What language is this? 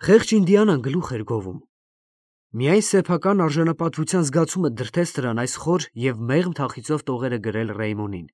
Armenian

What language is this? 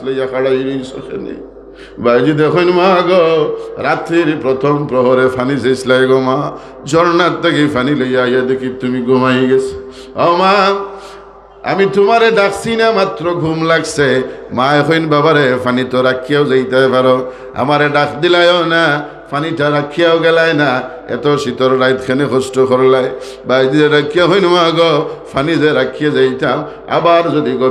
Sylheti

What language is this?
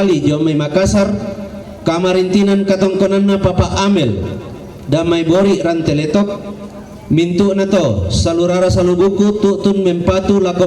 Toraja-Sa'dan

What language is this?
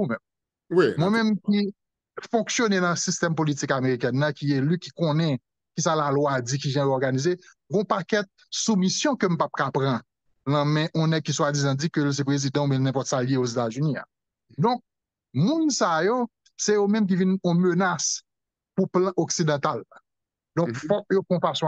Haitian Creole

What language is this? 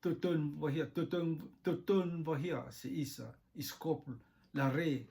Rotuman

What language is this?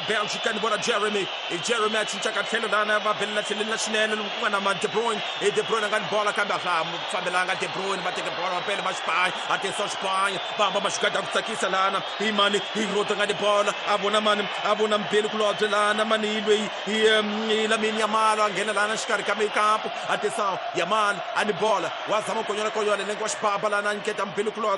Tsonga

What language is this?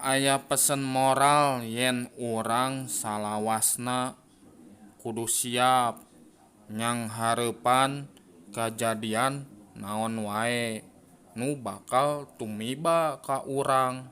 Sundanese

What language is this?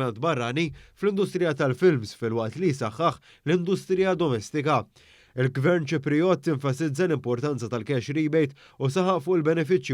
Maltese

